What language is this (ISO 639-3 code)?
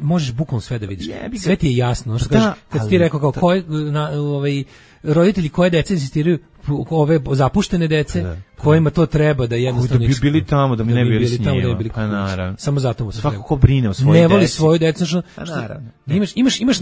srp